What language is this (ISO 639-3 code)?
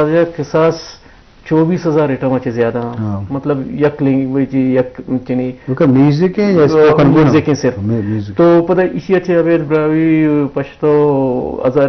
bgp